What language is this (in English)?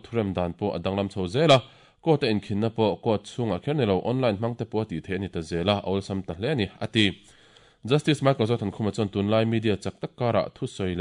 Mizo